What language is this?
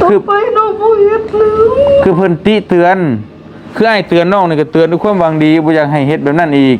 Northeastern Thai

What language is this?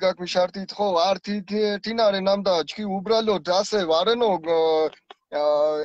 Mingrelian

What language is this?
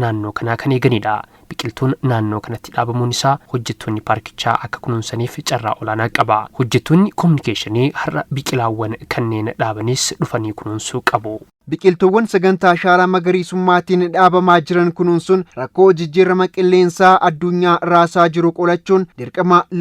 Oromo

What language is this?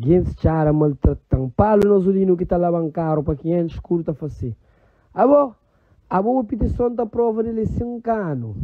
Kabuverdianu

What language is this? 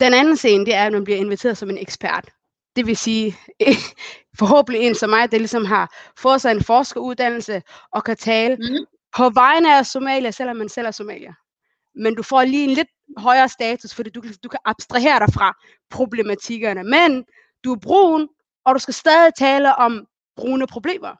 Danish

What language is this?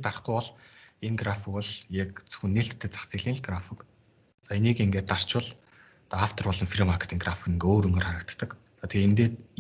Mongolian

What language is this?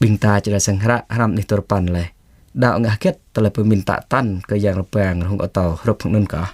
Jarai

